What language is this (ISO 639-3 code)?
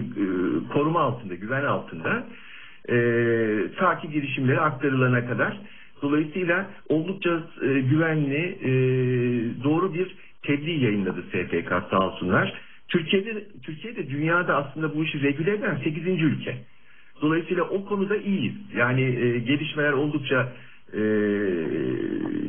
tur